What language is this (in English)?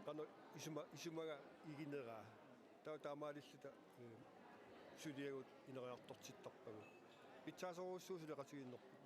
Kalaallisut